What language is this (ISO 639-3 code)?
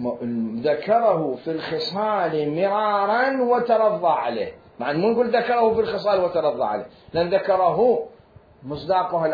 acm